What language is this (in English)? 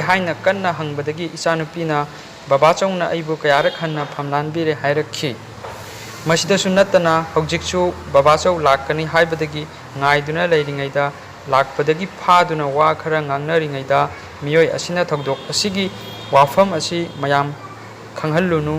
Manipuri